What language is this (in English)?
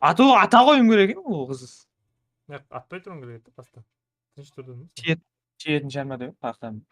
Kara-Kalpak